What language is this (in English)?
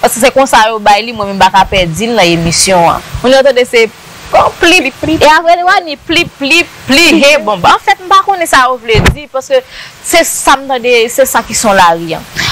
Haitian Creole